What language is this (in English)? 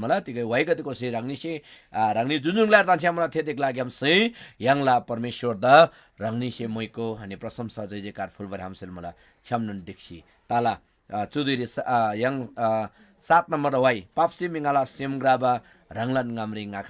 Eastern Tamang